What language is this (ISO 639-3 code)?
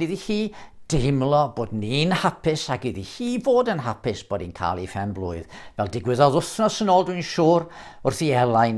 cym